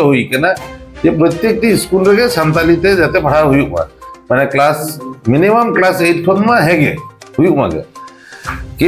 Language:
Santali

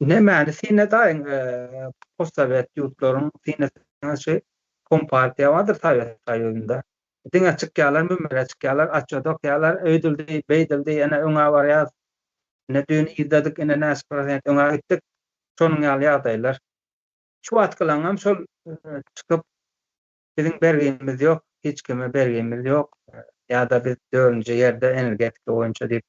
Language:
Turkmen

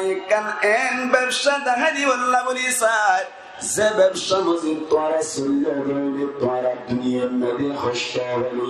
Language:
Rohingya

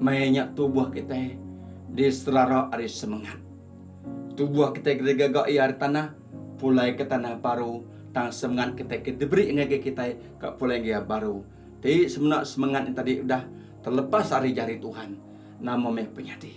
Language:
Iban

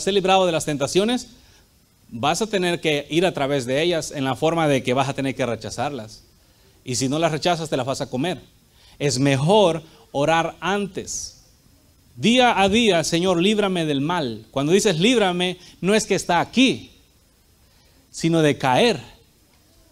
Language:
Spanish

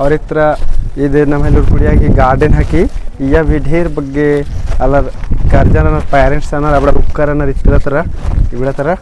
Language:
Kurukh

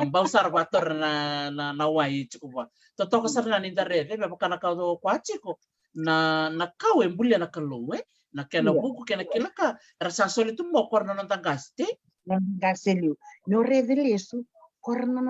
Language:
Fijian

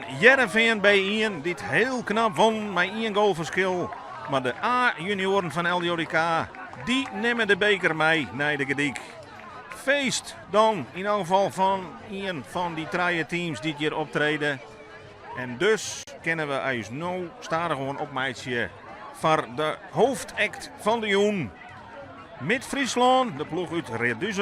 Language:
Western Frisian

